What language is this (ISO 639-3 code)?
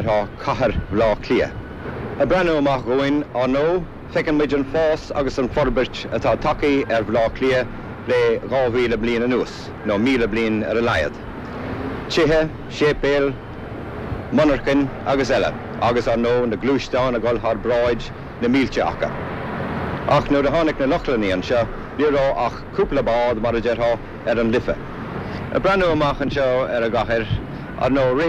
gle